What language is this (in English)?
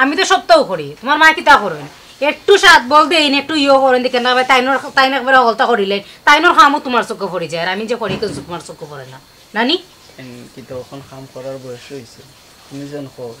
Sylheti